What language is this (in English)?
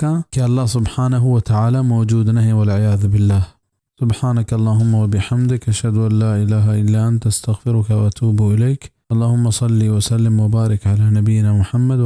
Baluchi